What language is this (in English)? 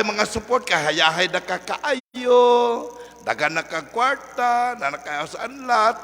Cebuano